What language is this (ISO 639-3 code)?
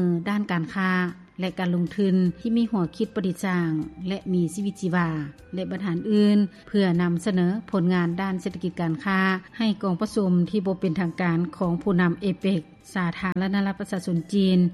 lao